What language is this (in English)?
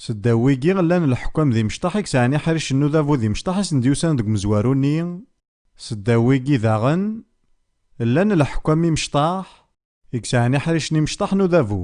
Kabyle